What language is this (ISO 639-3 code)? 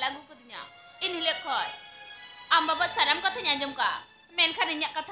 sat